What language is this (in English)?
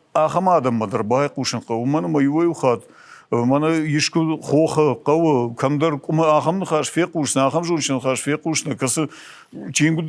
Ossetic